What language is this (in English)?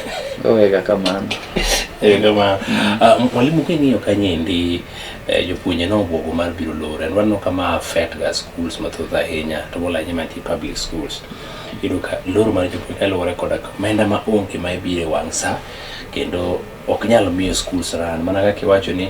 Luo (Kenya and Tanzania)